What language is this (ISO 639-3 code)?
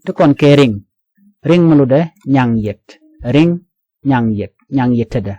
nus